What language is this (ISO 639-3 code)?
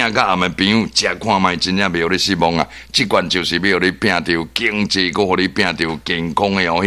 nan